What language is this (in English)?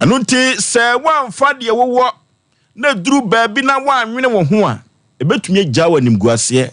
Akan